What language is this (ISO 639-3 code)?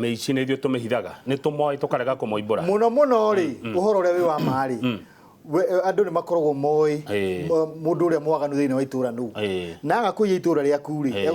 kik